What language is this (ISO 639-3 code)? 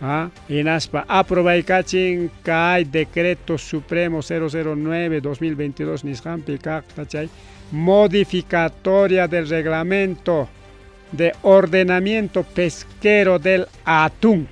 quy